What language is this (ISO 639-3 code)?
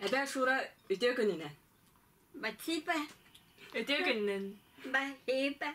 sah